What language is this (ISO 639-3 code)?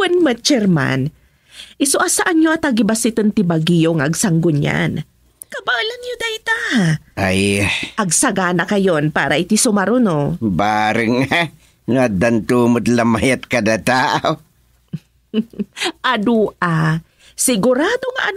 ilo